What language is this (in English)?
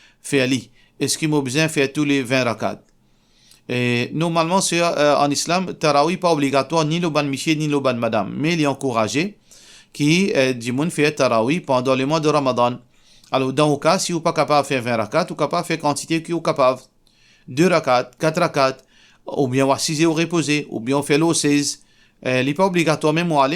Morisyen